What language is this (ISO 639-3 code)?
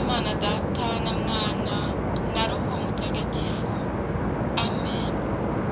kin